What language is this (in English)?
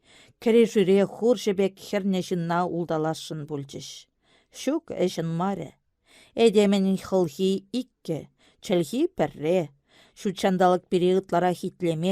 Chuvash